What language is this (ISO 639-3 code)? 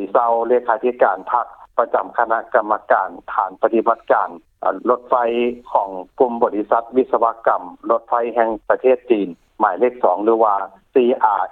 lao